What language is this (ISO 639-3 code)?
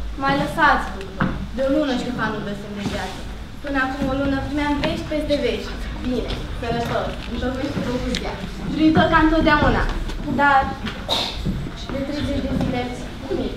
ron